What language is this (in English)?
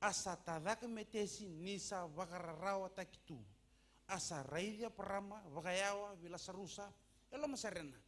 Fijian